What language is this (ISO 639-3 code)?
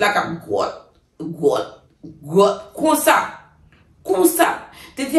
hat